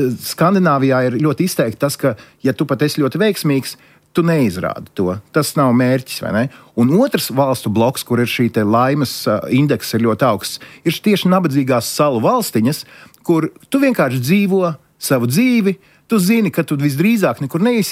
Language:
Latvian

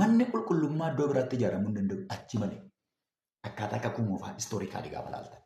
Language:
Oromo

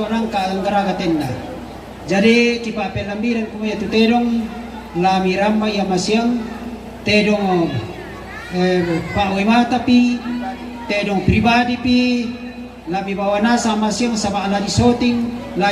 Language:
Toraja-Sa'dan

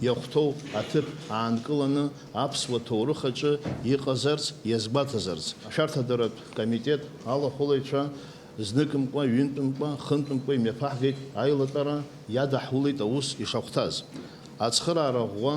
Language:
Abkhazian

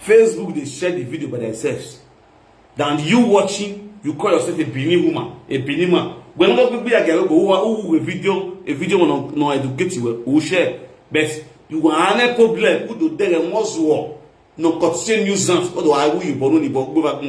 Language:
Nigerian Pidgin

